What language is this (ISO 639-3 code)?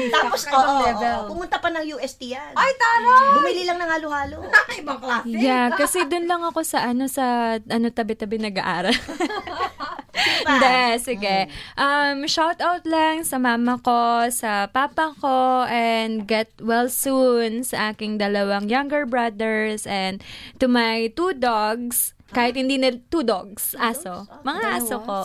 fil